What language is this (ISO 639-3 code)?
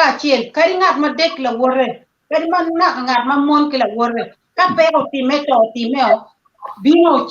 ach